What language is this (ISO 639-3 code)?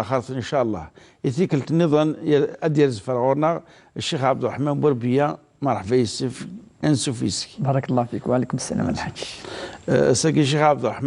kab